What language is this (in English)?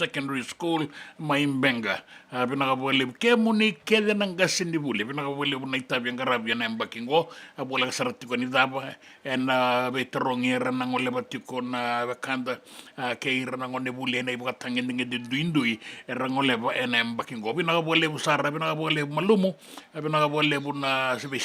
Fijian